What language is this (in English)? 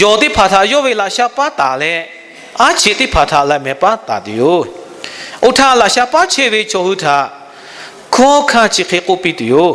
Lahu